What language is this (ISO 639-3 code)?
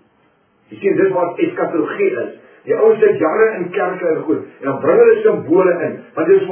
afr